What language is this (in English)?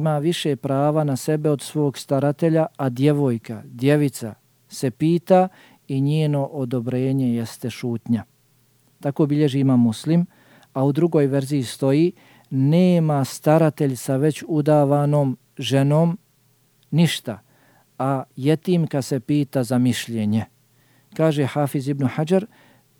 Bosnian